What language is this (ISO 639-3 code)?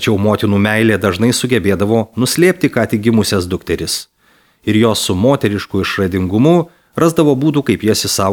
lit